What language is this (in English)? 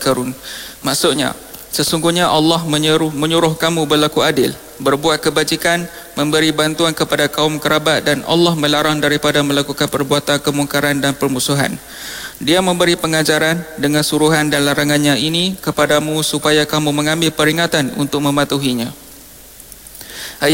Malay